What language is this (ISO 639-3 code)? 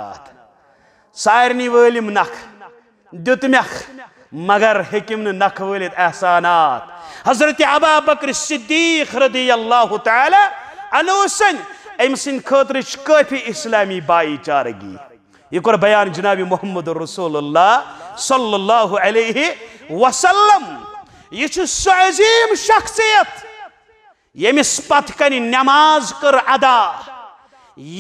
kas